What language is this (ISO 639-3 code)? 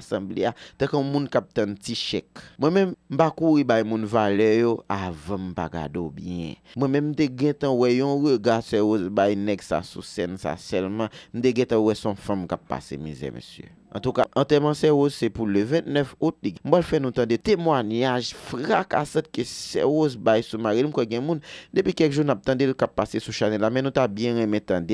hat